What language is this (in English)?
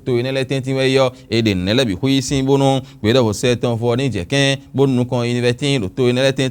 Fon